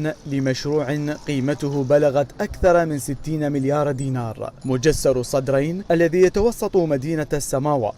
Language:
Mesopotamian Arabic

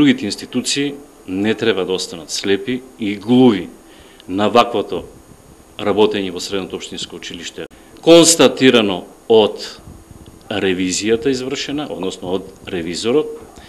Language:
Macedonian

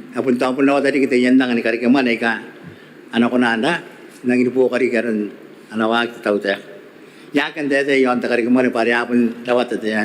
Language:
Gilbertese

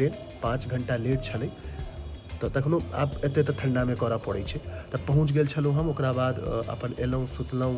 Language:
Maithili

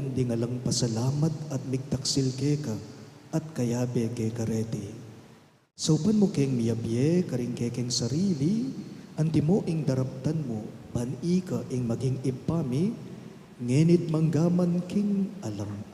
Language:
Pampanga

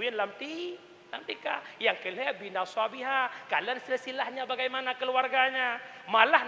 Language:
Achinese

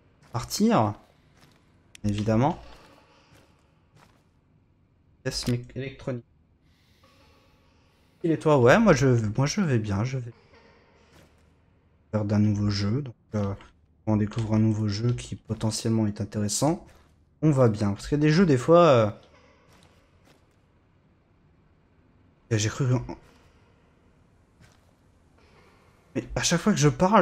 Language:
French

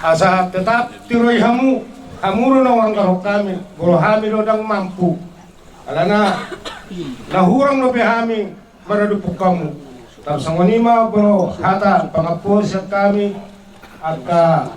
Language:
Batak Toba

